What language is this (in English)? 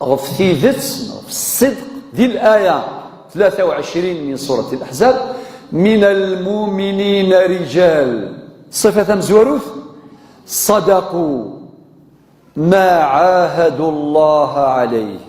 Kabyle